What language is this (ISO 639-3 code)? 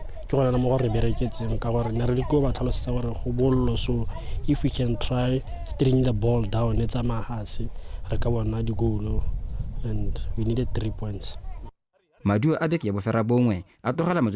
tsn